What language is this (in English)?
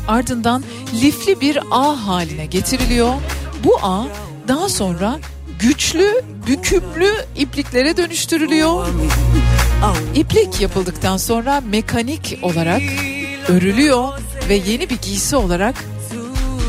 Turkish